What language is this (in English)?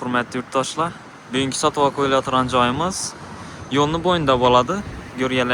Uzbek